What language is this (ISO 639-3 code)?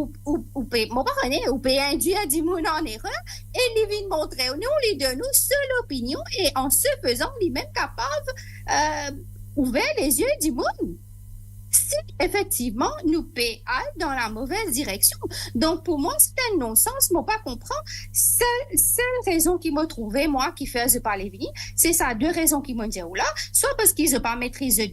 mfe